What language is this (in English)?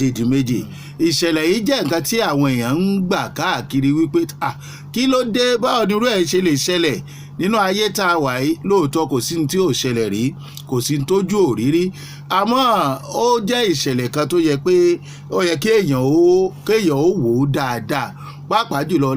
Yoruba